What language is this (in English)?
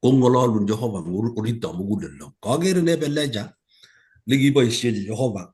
Kalenjin